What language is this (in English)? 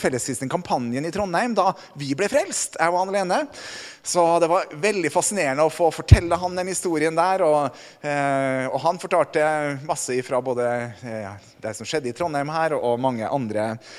Norwegian